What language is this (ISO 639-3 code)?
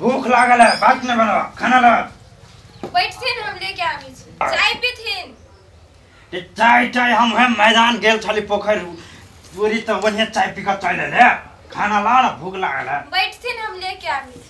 mai